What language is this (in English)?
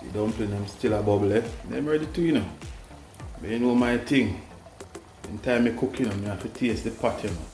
Jamaican Creole English